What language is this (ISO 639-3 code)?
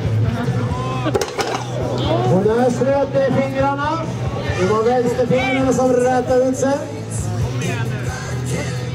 swe